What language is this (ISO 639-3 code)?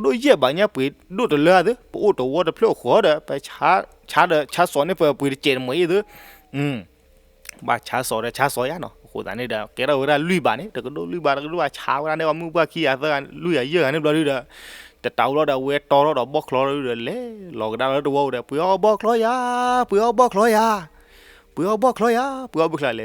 ksw